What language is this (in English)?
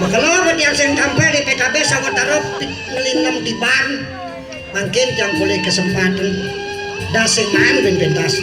Balinese